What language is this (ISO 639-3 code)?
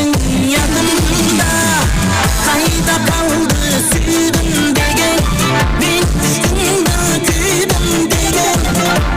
kaa